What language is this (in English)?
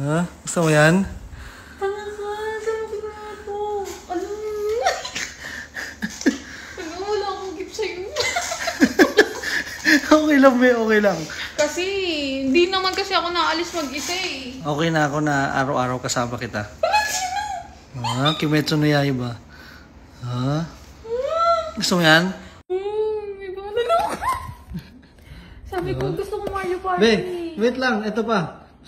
Filipino